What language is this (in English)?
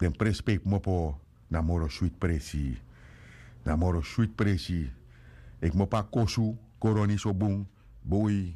Sranan Tongo